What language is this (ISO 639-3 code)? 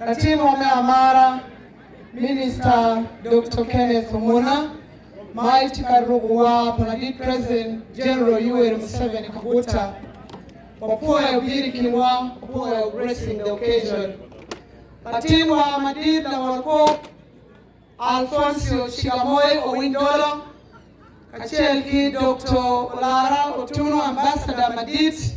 ach